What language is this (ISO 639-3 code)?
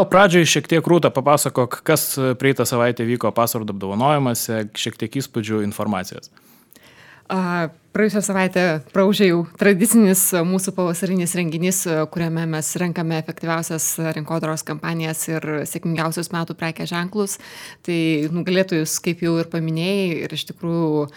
lit